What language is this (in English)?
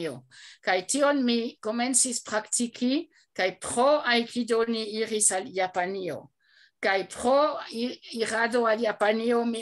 Esperanto